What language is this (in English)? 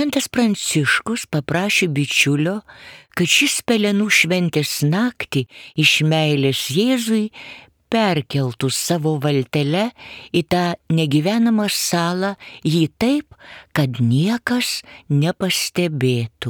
Lithuanian